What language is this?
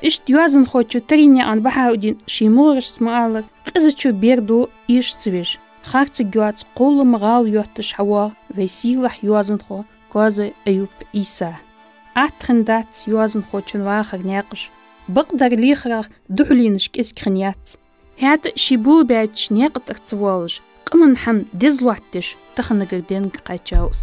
Ingush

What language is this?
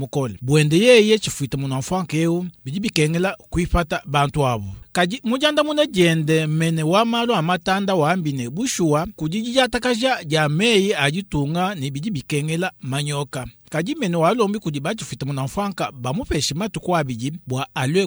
Luba-Lulua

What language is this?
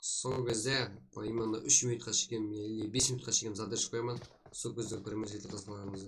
Kara-Kalpak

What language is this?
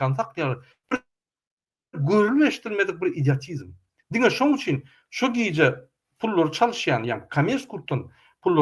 Turkmen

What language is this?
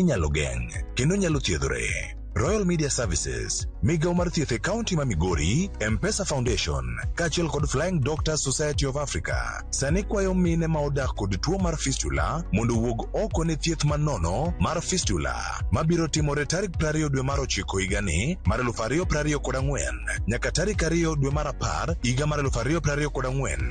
Luo (Kenya and Tanzania)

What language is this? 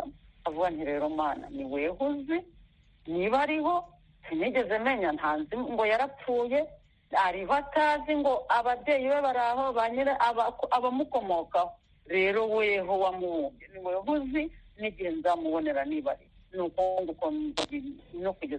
Kinyarwanda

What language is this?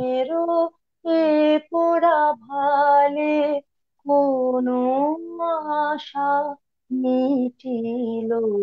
Bangla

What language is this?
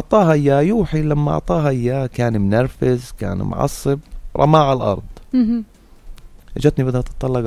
North Levantine Arabic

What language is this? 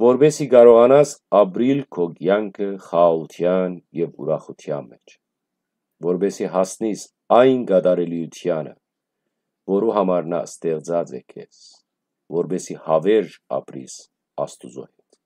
Western Armenian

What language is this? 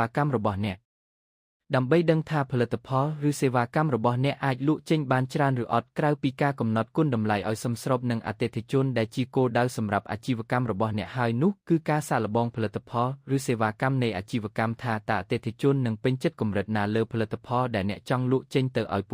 Khmer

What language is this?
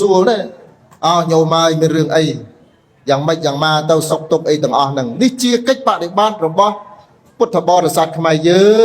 Khmer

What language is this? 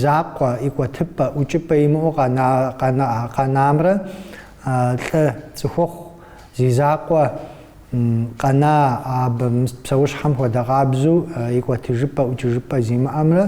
Kabardian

